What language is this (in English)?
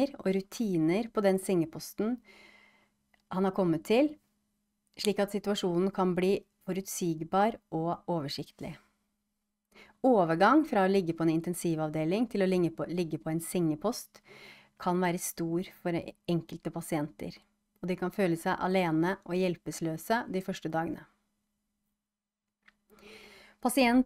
Norwegian